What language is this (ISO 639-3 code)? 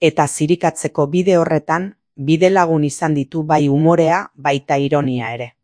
eus